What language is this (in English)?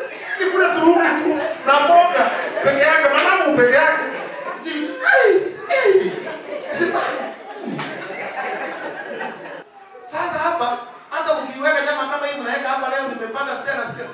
Swahili